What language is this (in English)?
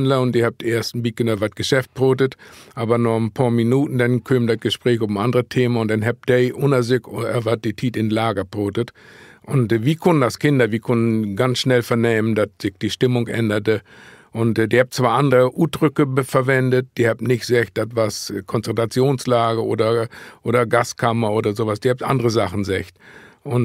Low German